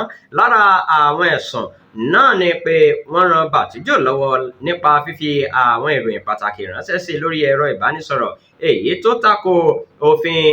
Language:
Yoruba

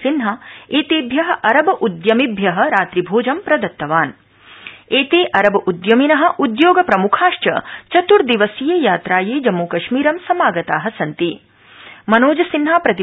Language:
Sanskrit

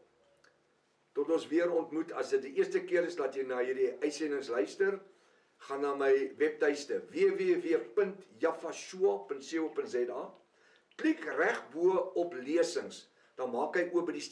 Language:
Afrikaans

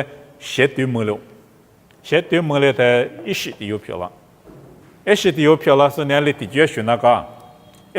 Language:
Lisu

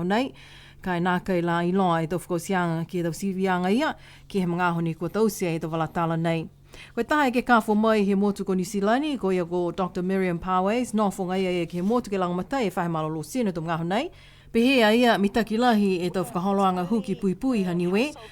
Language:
Niuean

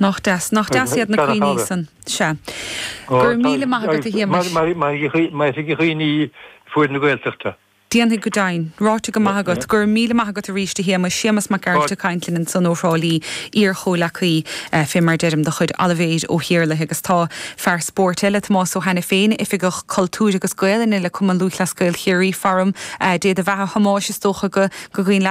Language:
Irish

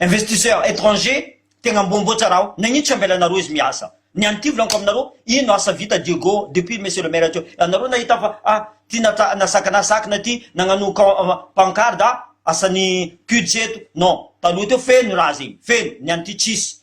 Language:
Malagasy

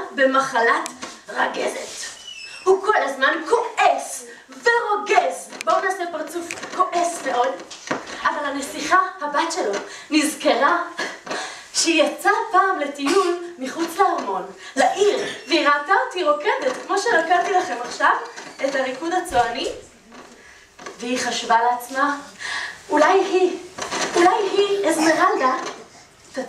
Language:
Hebrew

